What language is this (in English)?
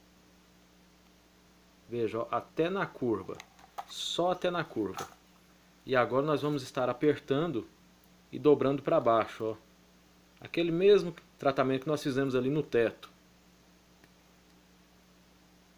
Portuguese